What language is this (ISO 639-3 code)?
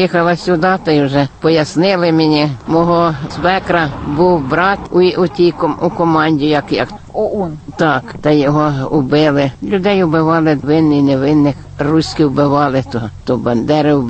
ukr